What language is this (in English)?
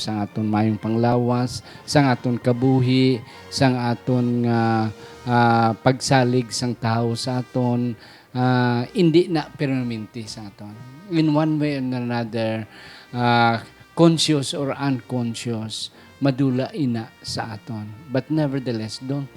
Hiligaynon